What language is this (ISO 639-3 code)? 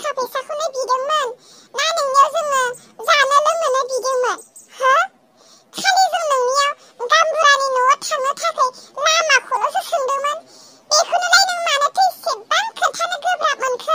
brx